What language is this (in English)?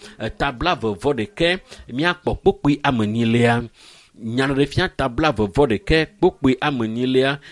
Ewe